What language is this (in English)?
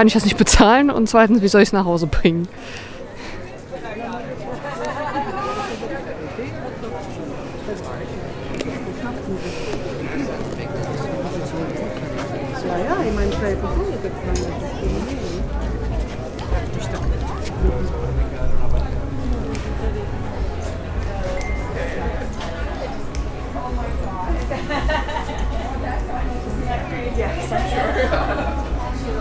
German